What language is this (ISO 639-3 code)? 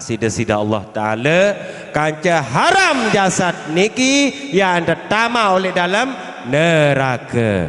sas